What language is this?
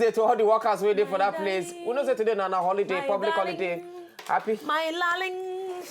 Nigerian Pidgin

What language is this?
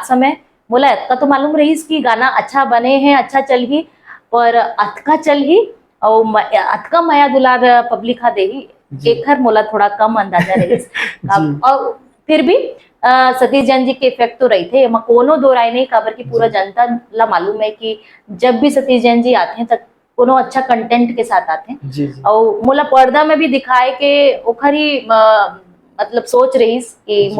Chhattisgarhi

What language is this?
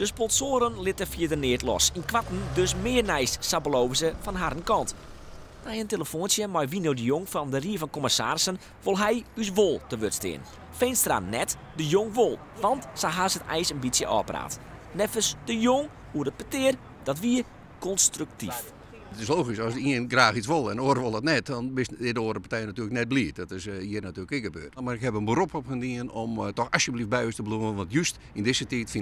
Western Frisian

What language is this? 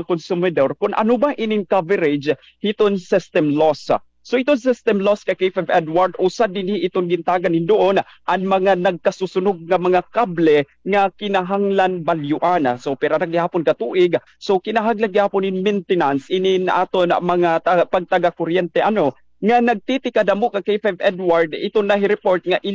Waray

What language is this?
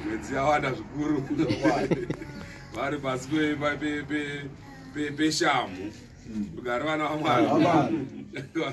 Shona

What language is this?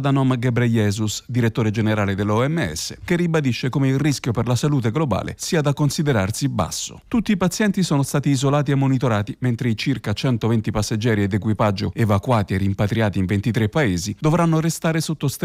Italian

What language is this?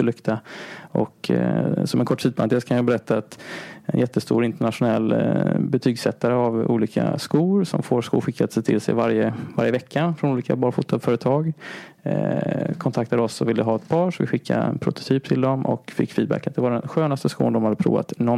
Swedish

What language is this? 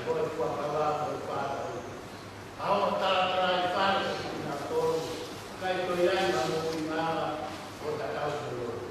Tongan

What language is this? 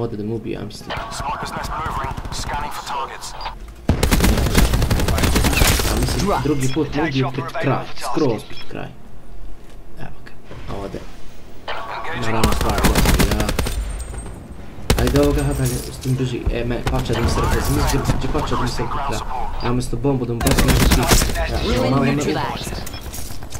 Bosnian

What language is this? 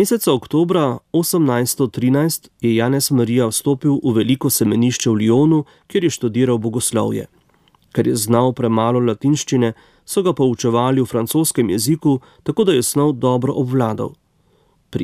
Slovenian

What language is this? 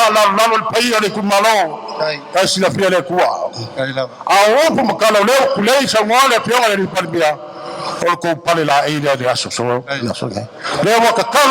Samoan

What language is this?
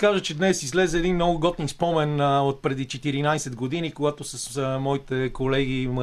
Bulgarian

